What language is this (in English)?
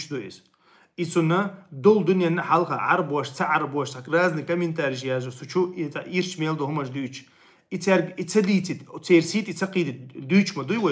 Chechen